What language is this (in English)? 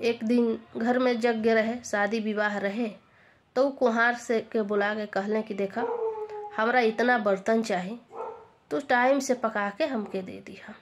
Bhojpuri